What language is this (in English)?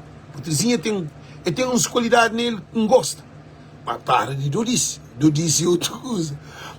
Kabuverdianu